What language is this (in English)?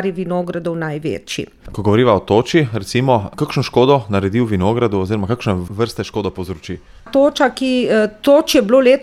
Slovenian